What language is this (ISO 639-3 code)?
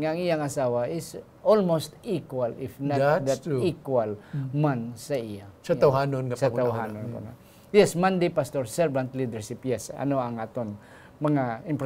hil